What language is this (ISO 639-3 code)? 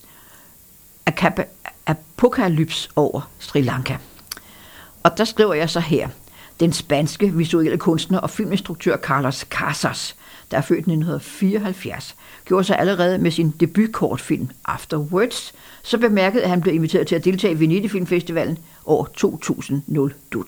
dan